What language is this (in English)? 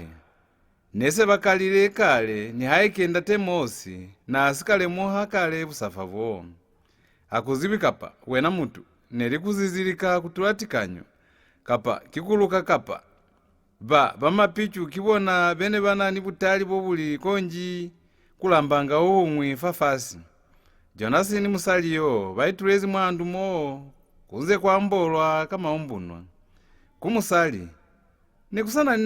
Lozi